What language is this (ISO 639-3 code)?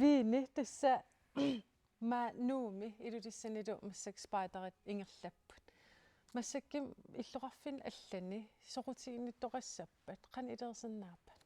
kal